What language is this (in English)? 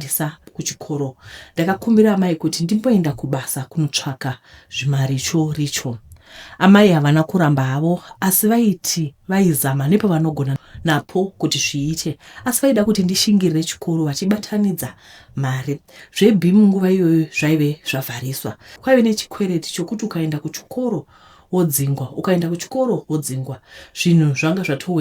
Shona